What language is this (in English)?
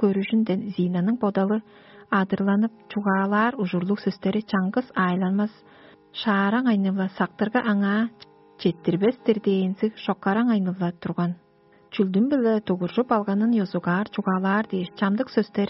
Tuvinian